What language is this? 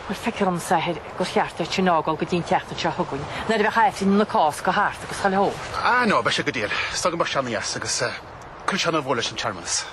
Irish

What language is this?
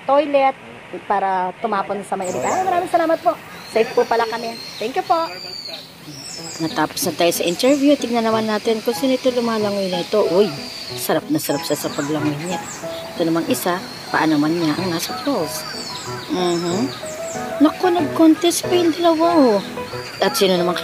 Filipino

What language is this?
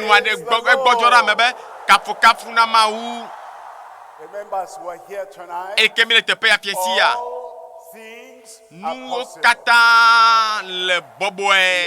Ewe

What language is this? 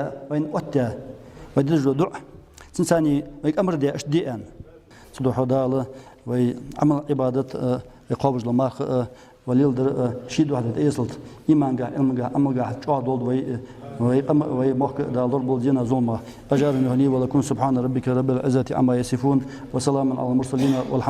Ingush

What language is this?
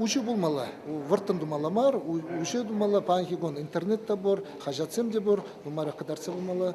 Chuvash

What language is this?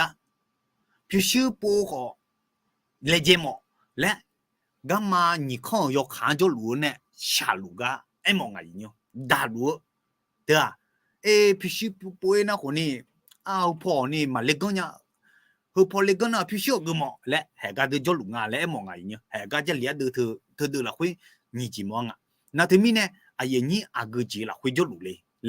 Akha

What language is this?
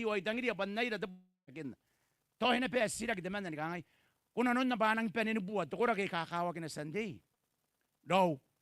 Gilbertese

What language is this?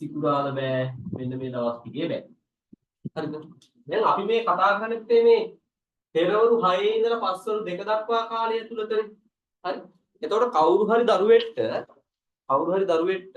Sinhala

